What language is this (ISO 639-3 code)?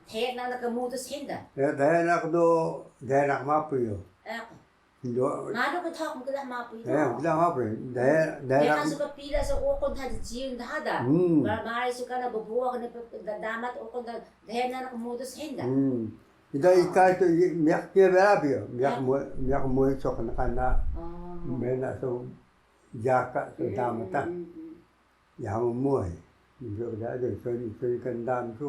trv